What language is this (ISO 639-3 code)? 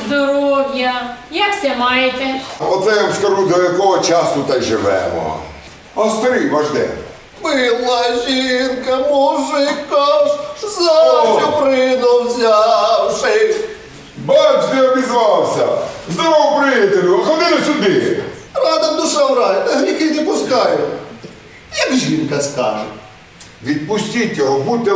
ukr